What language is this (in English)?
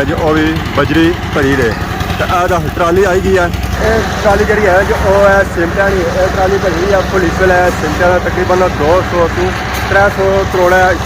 Pahari-Potwari